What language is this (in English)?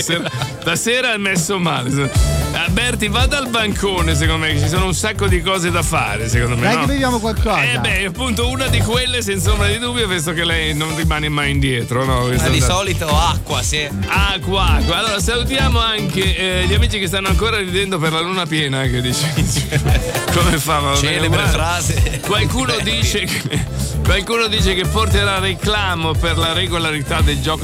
Italian